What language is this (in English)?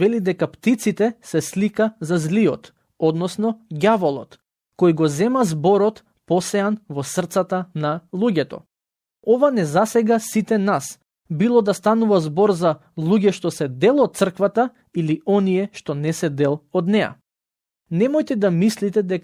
Macedonian